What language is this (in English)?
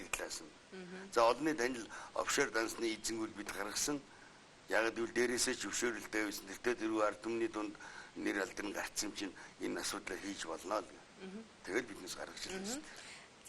Mongolian